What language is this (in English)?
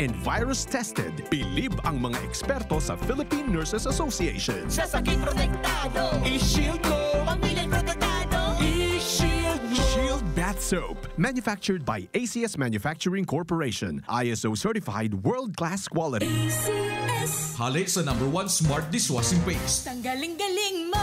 Bikol